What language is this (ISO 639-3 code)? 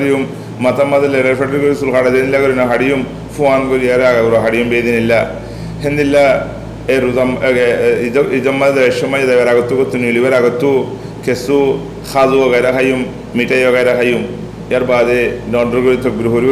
rhg